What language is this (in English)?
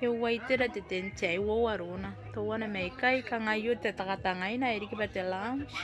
Gilbertese